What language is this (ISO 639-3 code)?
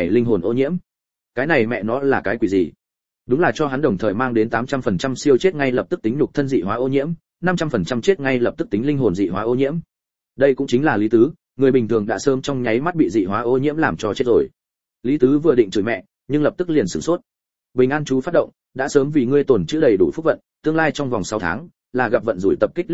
vie